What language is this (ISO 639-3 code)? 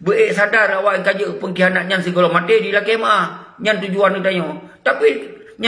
ace